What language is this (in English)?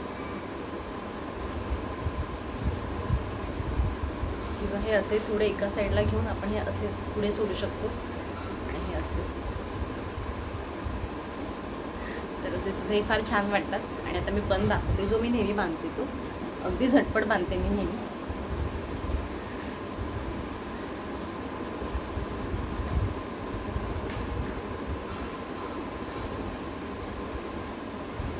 Marathi